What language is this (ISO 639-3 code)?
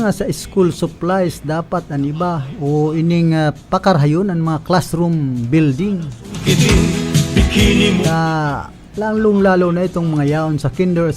bik